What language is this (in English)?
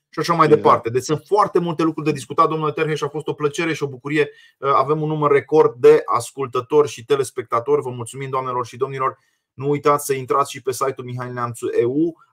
Romanian